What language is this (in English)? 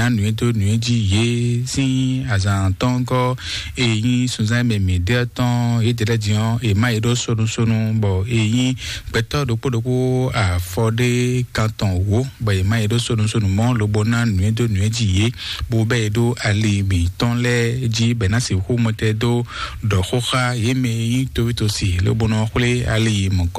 Fon